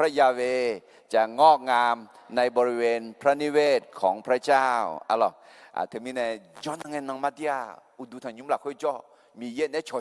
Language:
Akha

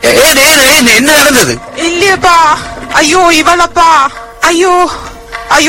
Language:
Tamil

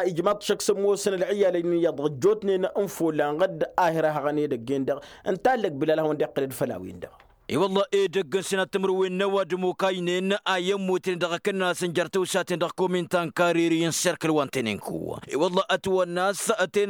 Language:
Tamasheq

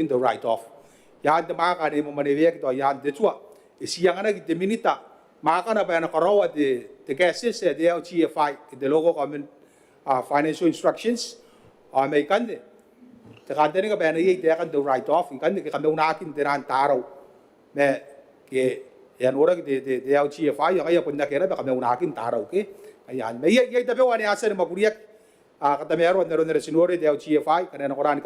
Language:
Gilbertese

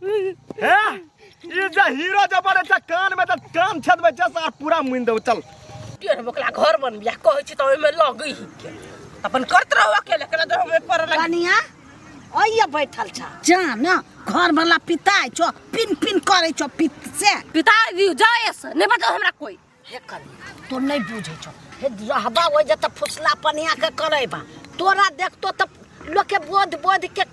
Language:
Maithili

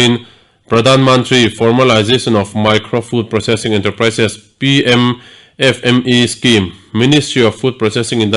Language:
Mizo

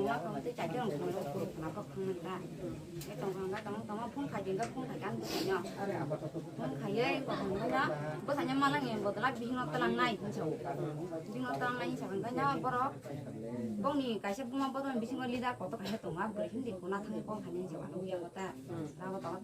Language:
Kok Borok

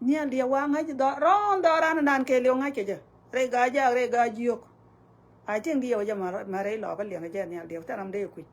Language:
Nuer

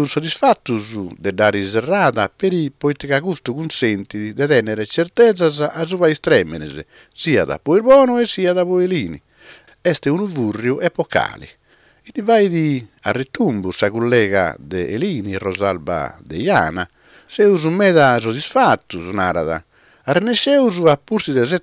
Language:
Sardinian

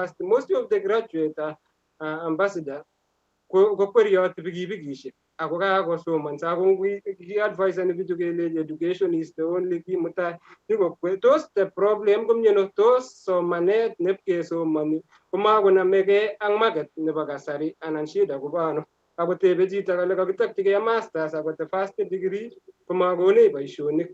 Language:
Kalenjin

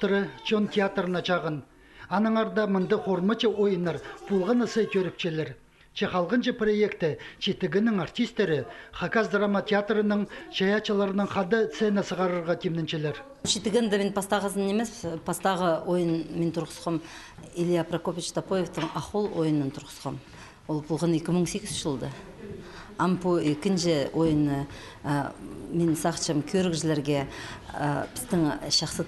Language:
Khakas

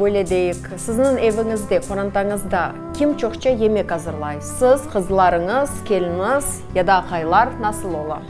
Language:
Crimean Tatar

